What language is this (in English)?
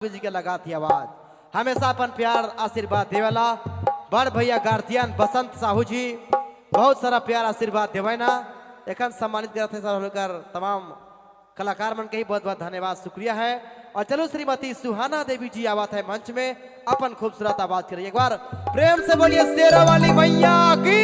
Sadri